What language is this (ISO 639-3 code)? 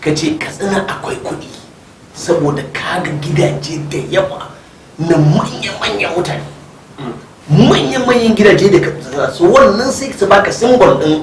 hau